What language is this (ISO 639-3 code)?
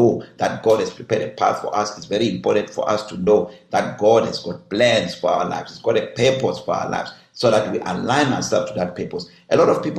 eng